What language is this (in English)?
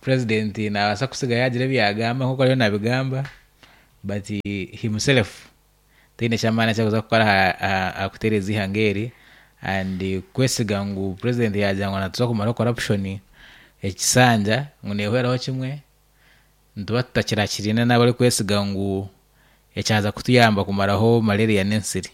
Nyankole